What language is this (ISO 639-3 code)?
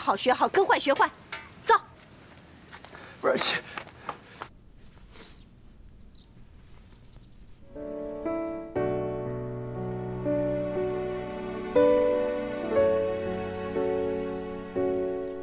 zho